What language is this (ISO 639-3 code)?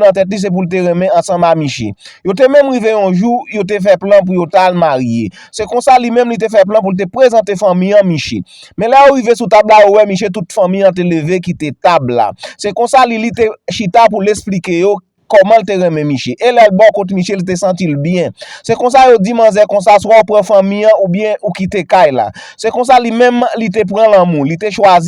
hat